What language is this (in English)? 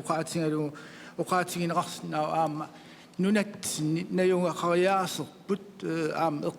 Kalaallisut